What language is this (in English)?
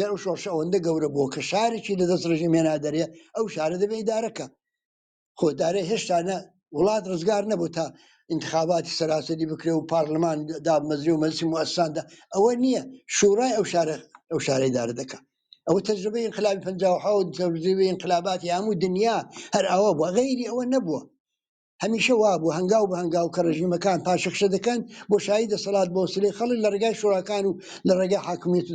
Central Kurdish